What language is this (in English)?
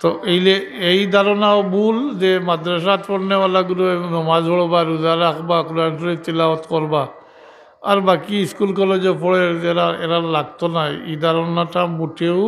Sylheti